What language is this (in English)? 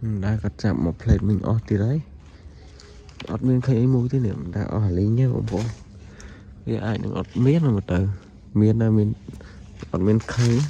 Khmer